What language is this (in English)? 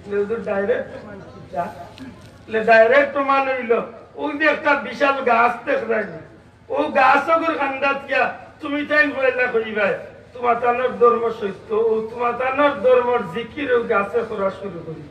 Sylheti